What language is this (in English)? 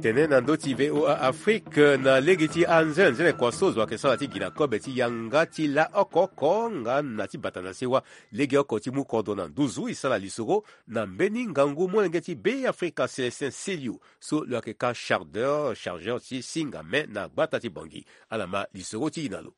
Sango